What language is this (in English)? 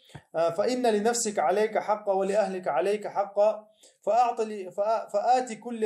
Chechen